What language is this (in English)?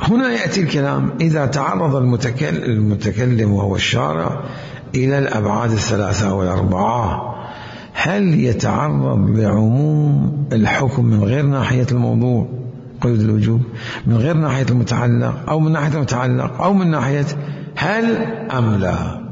Mesopotamian Arabic